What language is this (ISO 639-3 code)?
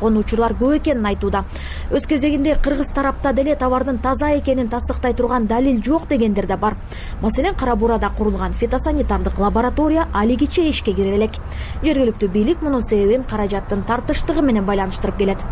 kir